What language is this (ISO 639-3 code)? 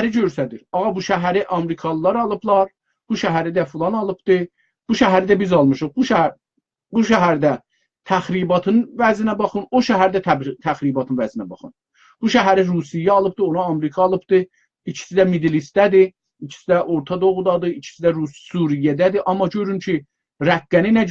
azb